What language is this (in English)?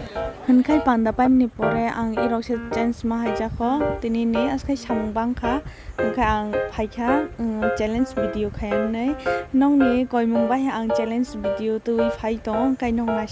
Kok Borok